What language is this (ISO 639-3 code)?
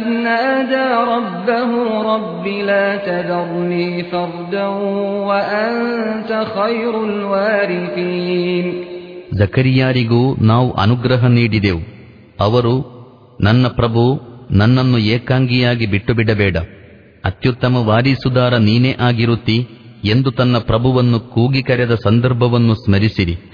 kan